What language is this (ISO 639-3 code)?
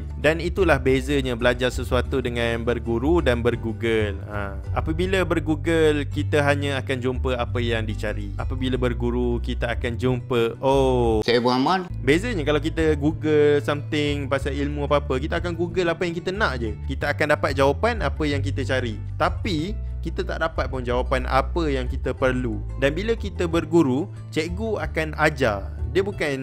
msa